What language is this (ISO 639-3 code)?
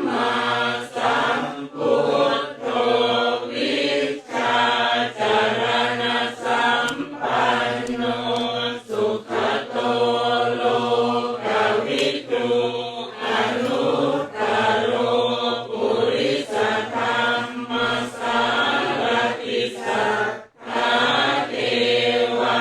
pli